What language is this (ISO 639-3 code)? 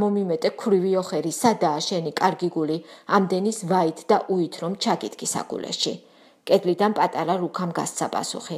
kat